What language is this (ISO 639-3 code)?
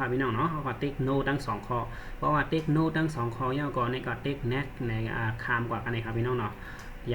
shn